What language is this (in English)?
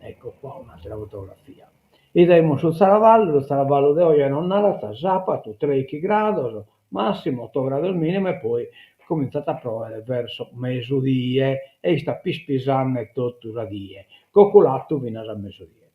Sardinian